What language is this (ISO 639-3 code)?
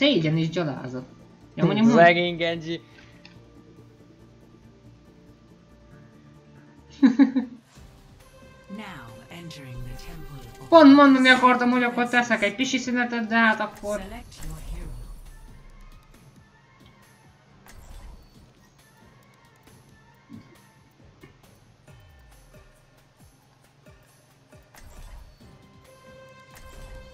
hun